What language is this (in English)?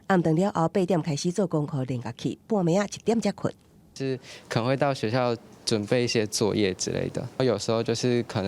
Min Nan Chinese